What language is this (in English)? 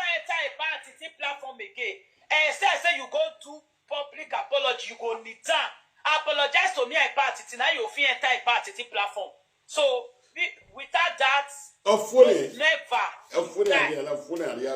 Nigerian Pidgin